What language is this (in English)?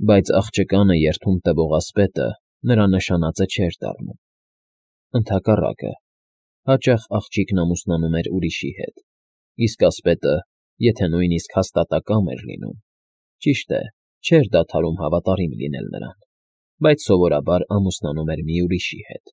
Armenian